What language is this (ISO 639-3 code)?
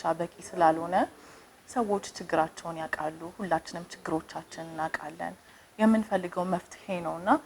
amh